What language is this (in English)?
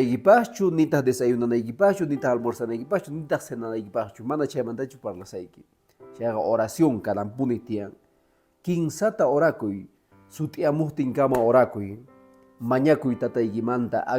Quechua